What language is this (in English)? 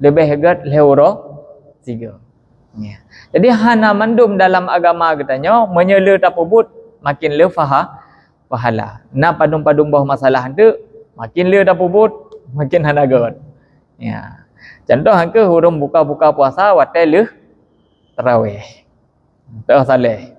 Achinese